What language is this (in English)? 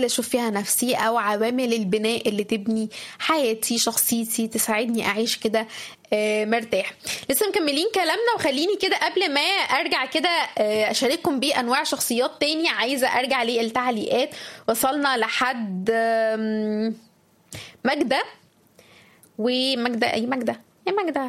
Egyptian Arabic